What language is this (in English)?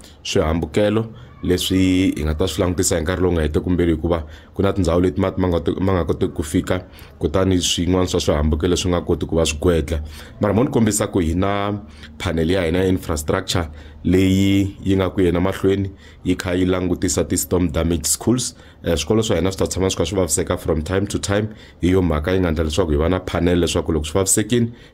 Tsonga